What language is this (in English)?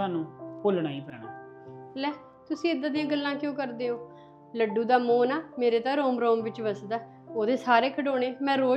Punjabi